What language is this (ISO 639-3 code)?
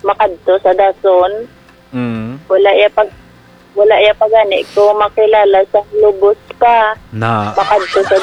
hil